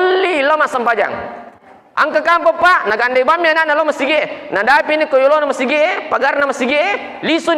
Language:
Buginese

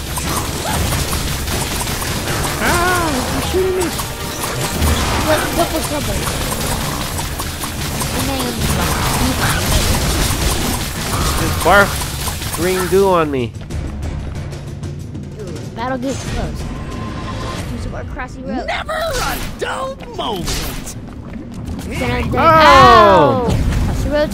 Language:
English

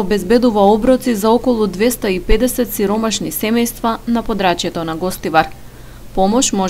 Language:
Macedonian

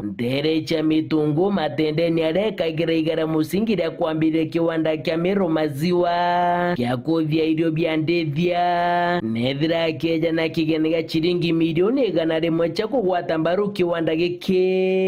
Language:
Meru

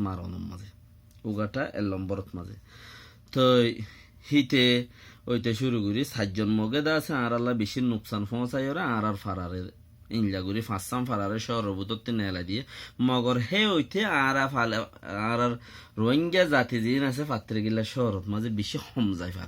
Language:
Rohingya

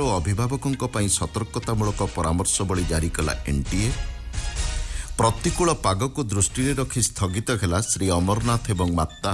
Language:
Odia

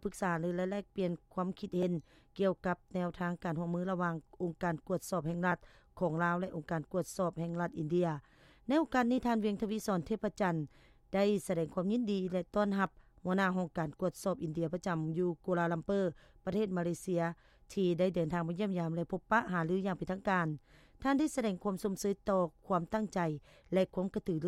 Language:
Lao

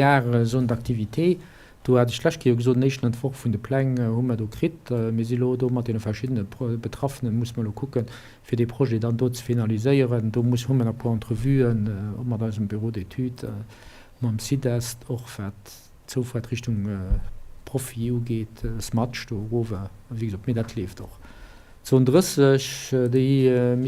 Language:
Luxembourgish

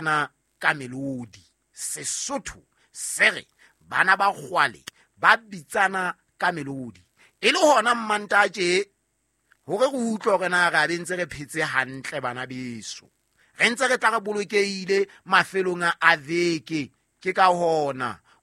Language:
Southern Sotho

